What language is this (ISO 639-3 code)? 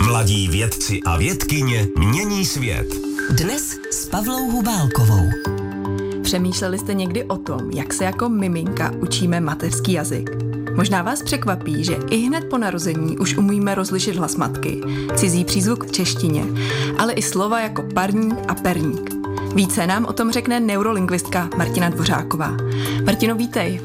ces